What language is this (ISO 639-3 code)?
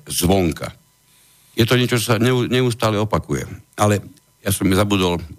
slk